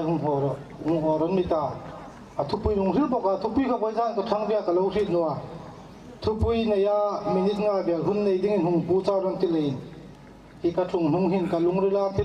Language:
Hmar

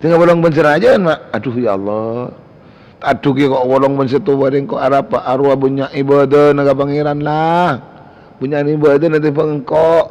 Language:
Madurese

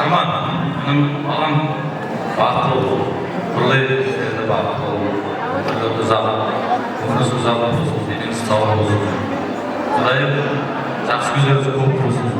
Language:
Kara-Kalpak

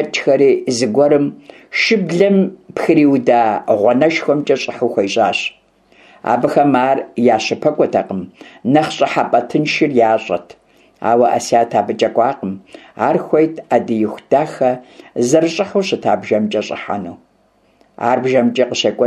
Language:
Kabardian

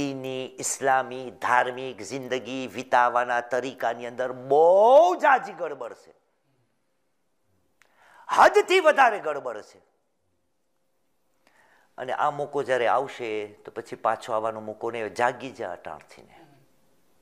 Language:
Gujarati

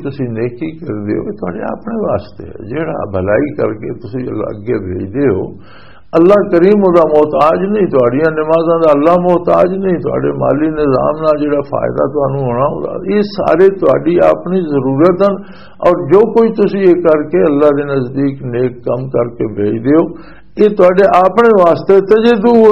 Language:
Western Panjabi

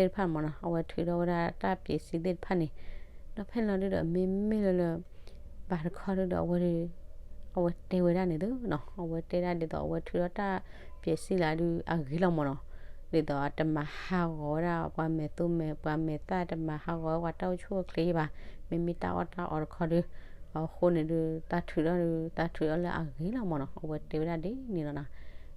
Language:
S'gaw Karen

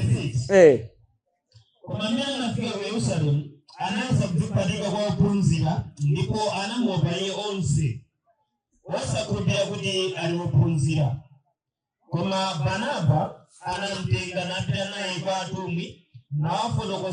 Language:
Nyanja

